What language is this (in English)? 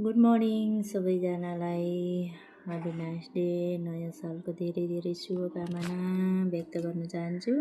Nepali